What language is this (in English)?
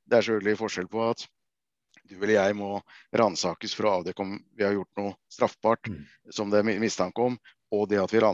Norwegian